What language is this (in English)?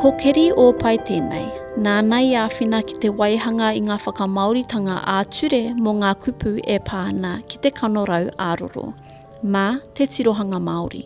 Māori